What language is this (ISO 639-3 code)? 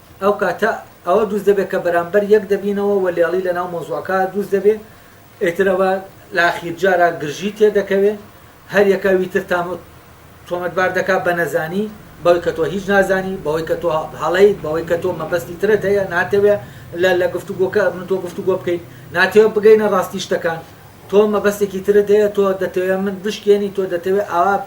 ckb